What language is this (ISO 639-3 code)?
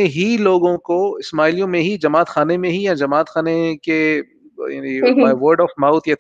urd